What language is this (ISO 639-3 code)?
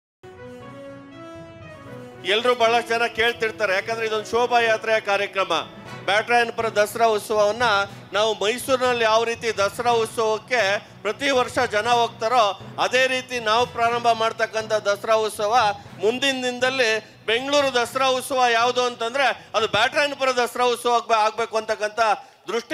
kan